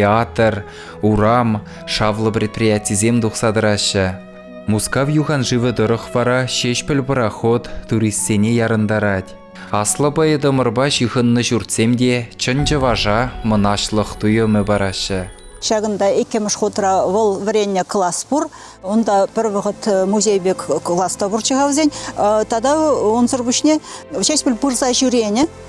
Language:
Chuvash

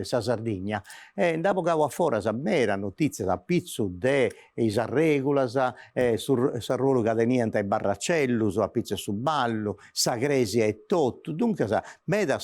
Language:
Sardinian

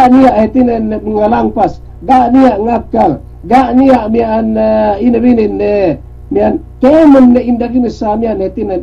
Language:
Yakan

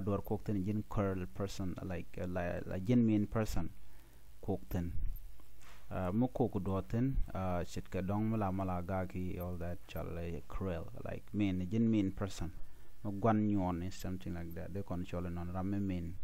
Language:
Nuer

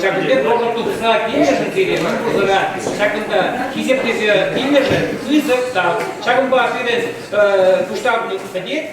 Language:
Chuvash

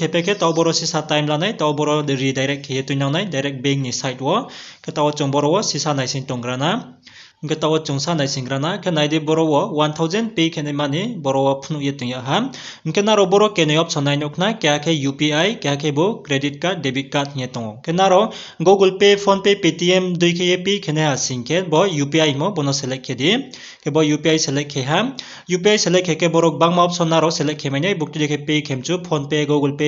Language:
Riang (India)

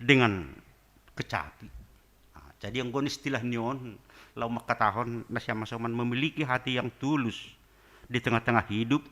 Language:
Batak Simalungun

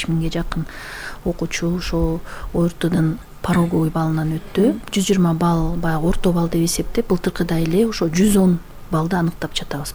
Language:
Kyrgyz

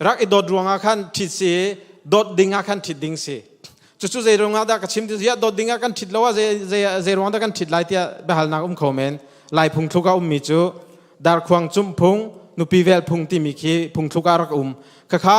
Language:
Hakha Chin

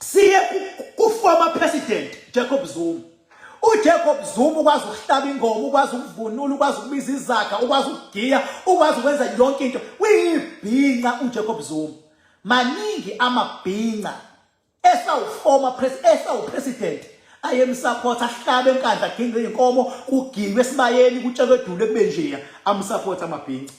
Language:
Zulu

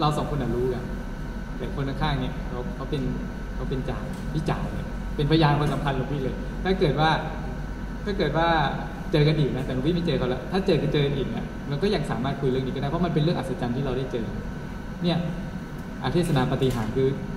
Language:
Thai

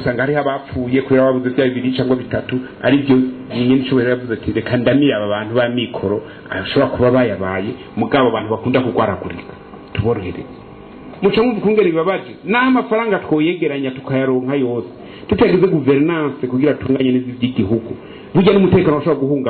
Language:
Rundi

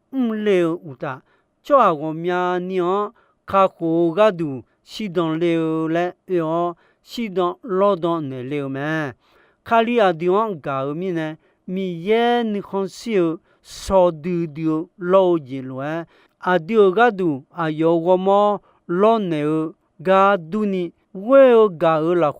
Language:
Akha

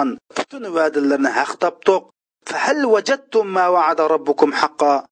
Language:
Uyghur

